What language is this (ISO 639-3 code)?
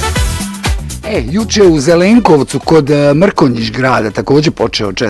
bos